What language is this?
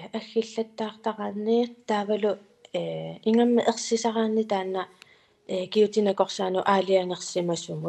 Kalaallisut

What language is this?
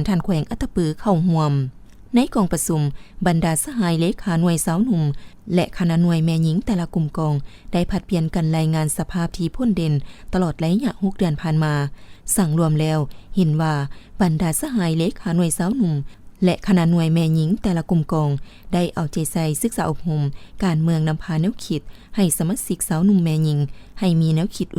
Lao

